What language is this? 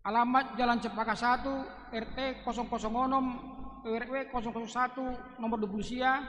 Batak Toba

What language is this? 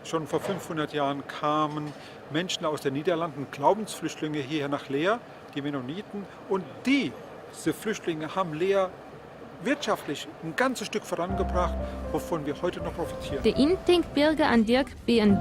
Northern Frisian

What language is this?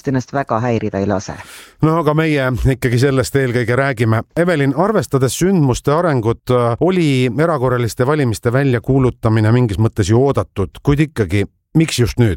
Estonian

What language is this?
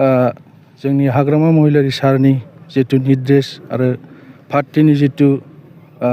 Bodo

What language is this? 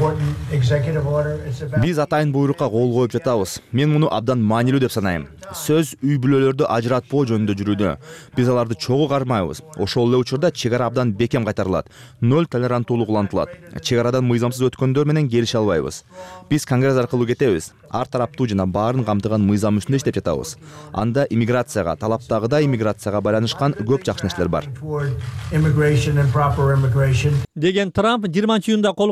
Kyrgyz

